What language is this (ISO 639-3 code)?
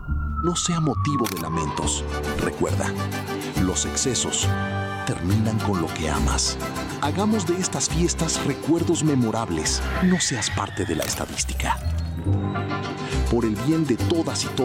spa